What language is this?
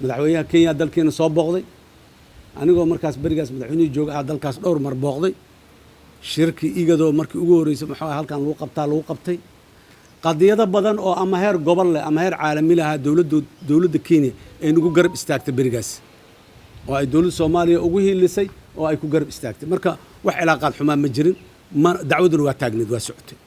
Somali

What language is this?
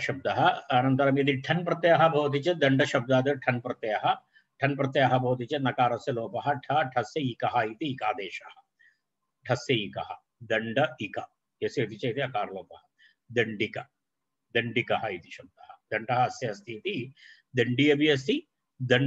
Sanskrit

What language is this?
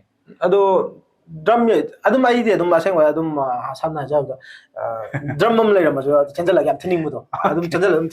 Manipuri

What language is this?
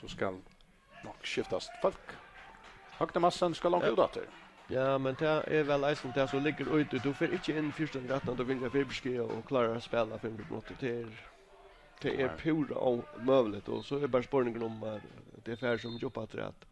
Faroese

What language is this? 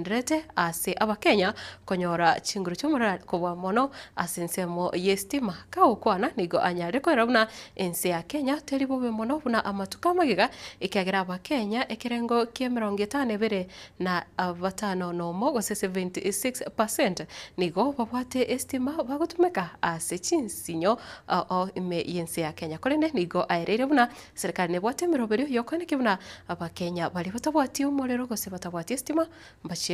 Gusii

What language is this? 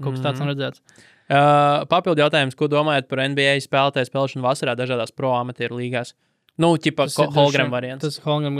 Latvian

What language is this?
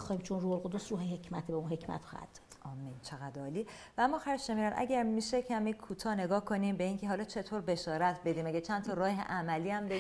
Persian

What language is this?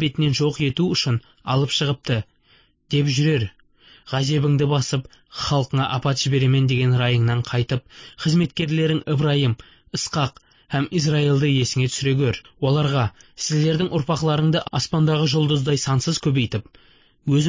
Kazakh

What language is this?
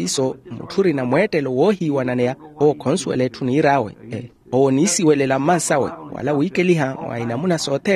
Makhuwa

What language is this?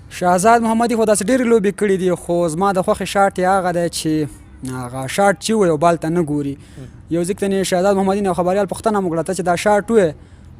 Pashto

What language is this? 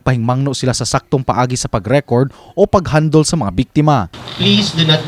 Cebuano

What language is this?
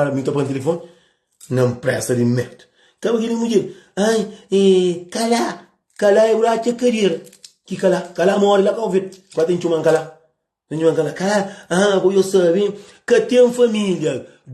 Kabuverdianu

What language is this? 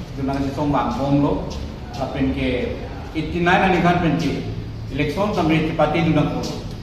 Karbi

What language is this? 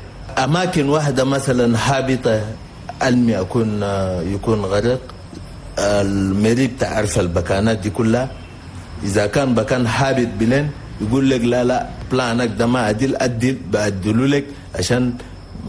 Chadian Arabic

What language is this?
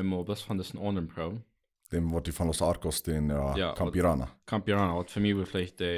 Plautdietsch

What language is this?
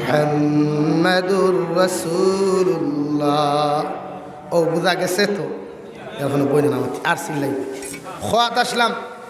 Sylheti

